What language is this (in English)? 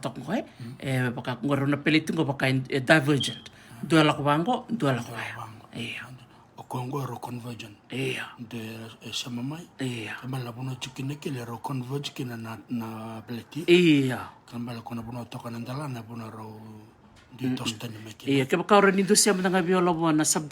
Fijian